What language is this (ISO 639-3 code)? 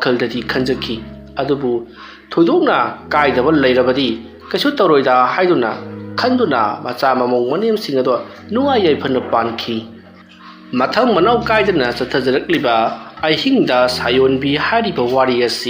mni